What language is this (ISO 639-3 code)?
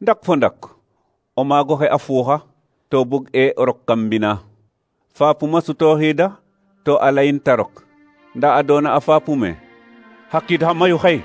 srr